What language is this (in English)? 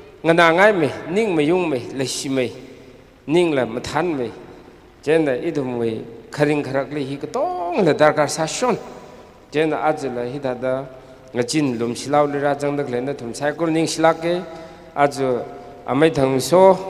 Tangkhul Naga (India)